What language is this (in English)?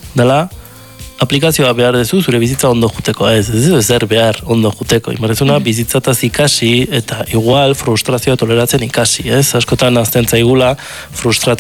Basque